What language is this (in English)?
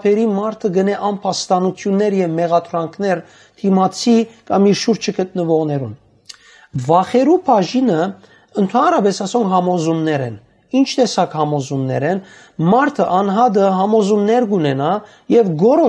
Western Armenian